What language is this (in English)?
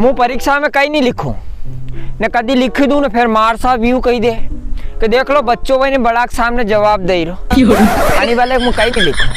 Rajasthani